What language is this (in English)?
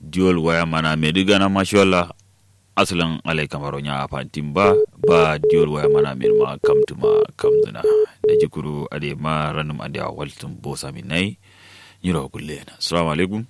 Kanuri